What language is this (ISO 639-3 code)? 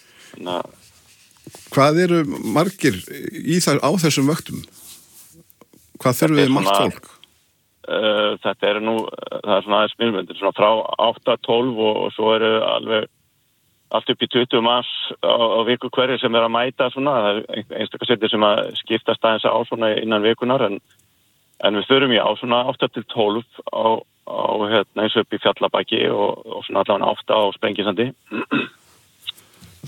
isl